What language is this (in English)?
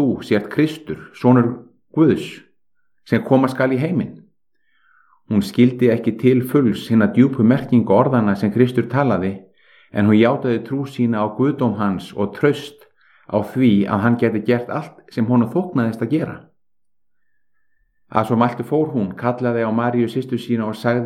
Icelandic